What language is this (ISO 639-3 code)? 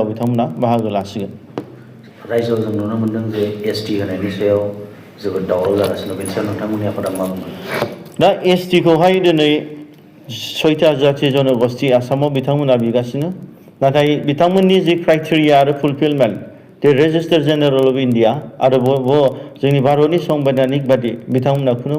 brx